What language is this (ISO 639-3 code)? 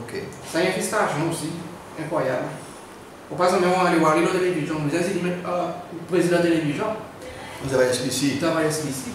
crs